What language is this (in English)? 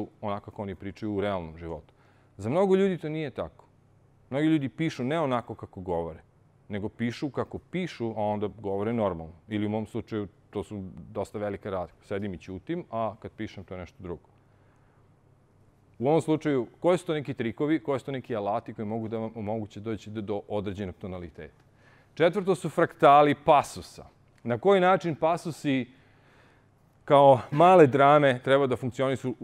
Serbian